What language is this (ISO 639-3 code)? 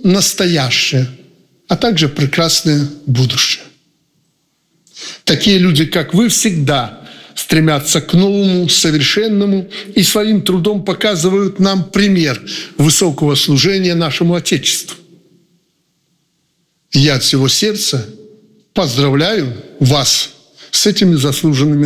rus